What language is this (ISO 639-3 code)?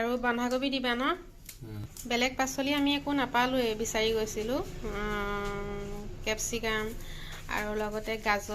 asm